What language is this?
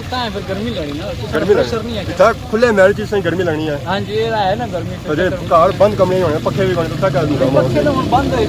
Pahari-Potwari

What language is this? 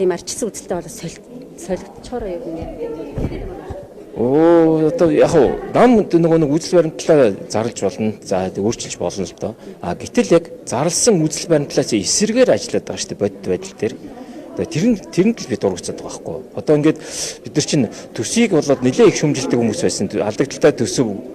Mongolian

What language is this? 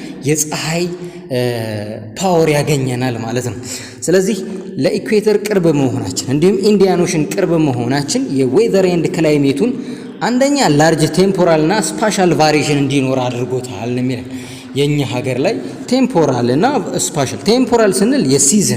Amharic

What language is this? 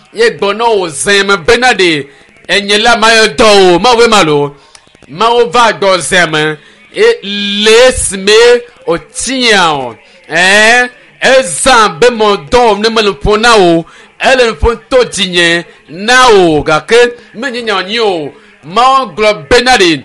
Ewe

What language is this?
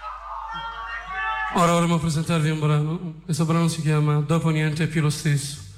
Italian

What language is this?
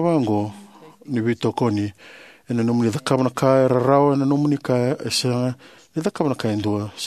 Fijian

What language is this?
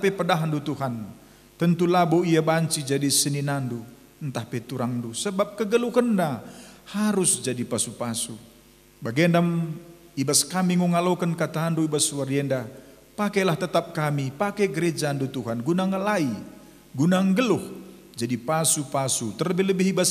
Batak Karo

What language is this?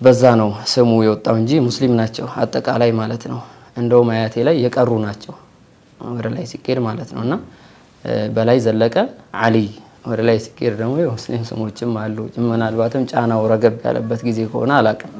Amharic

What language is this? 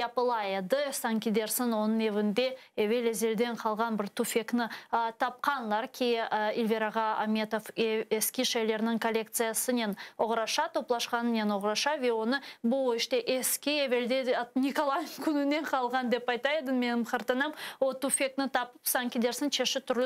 Crimean Tatar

